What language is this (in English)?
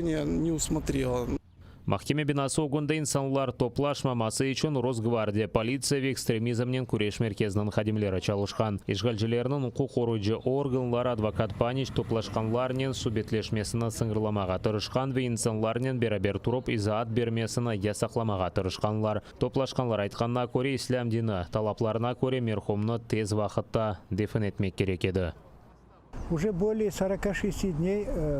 Crimean Tatar